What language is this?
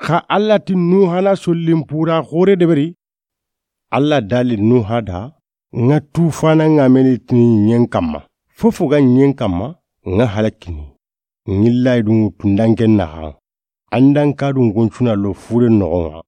Soninke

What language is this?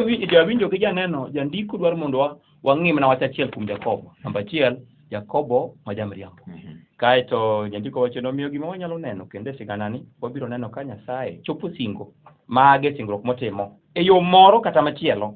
Luo (Kenya and Tanzania)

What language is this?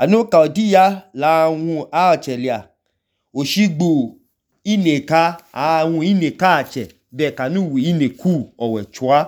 Idoma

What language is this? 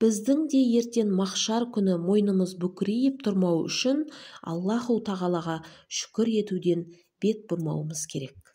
Kazakh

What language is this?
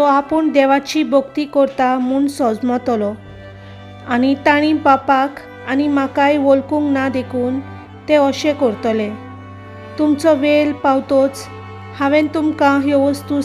Konkani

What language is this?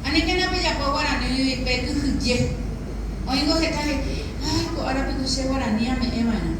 Guarani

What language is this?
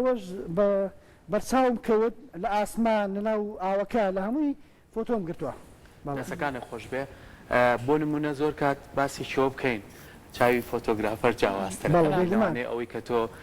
Central Kurdish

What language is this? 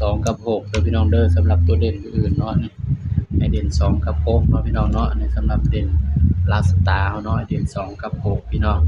Northeastern Thai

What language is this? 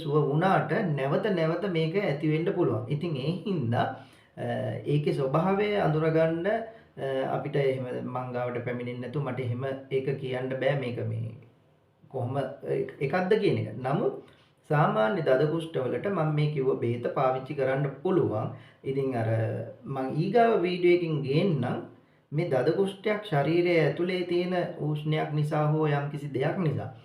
Sinhala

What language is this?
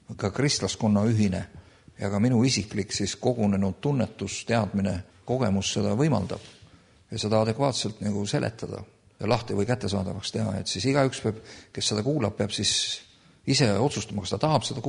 Estonian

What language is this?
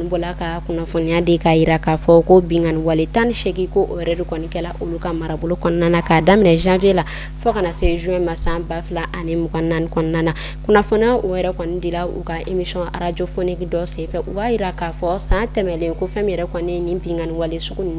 Bambara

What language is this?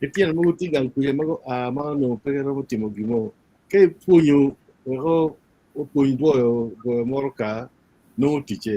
Acoli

